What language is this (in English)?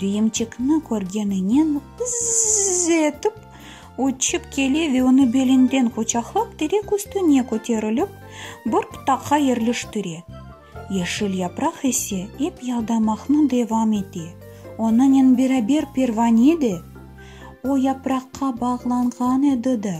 Crimean Tatar